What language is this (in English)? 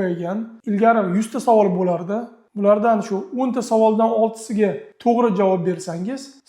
Uzbek